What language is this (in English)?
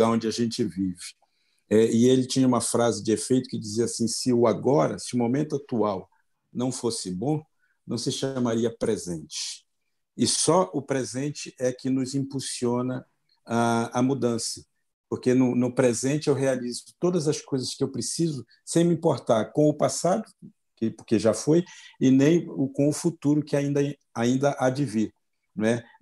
Portuguese